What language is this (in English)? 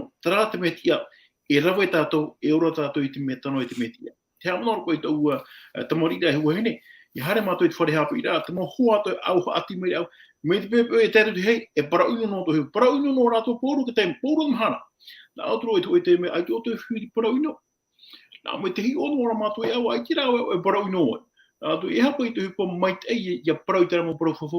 Tahitian